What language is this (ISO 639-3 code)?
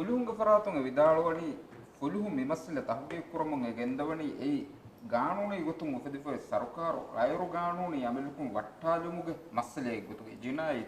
div